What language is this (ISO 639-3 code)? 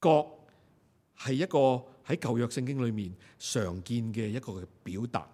yue